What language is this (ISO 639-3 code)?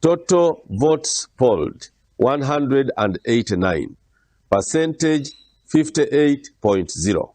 nyn